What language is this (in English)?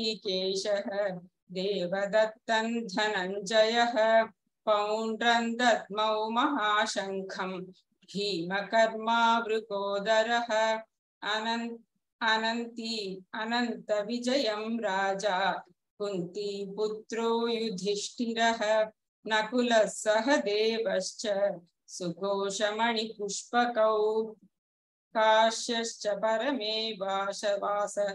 Sanskrit